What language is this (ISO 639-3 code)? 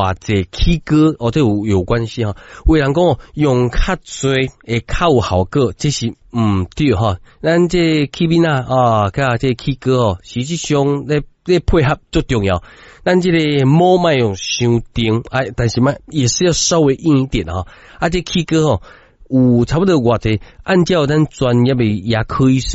nan